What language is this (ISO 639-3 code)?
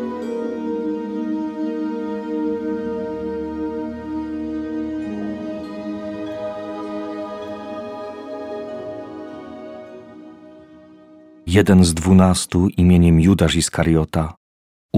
pol